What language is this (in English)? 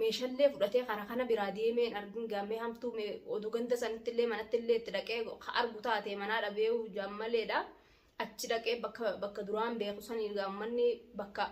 Oromo